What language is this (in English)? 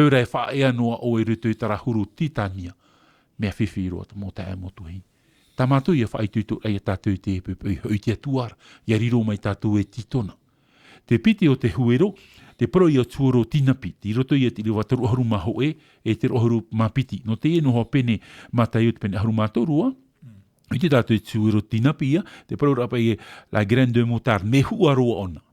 Tahitian